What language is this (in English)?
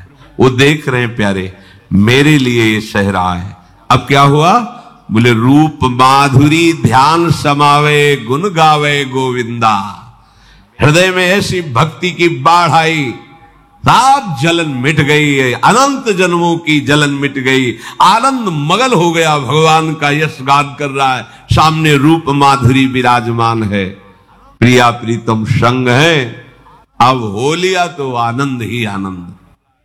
Hindi